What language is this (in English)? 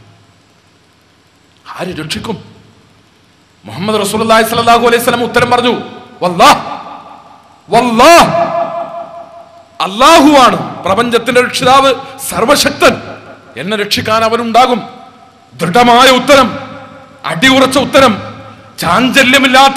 Malayalam